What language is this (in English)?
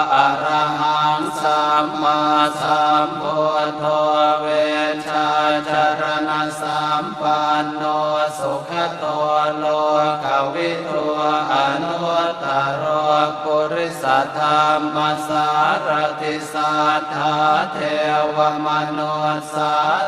Pali